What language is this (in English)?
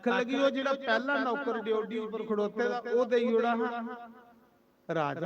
Dogri